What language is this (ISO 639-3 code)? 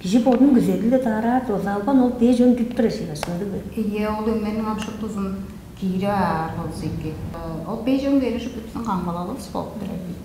tyv